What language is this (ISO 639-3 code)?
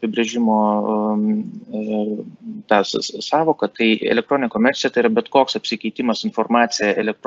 lit